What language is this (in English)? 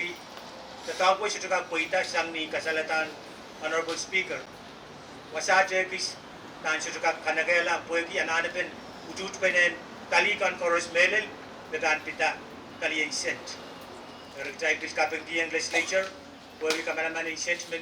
Pohnpeian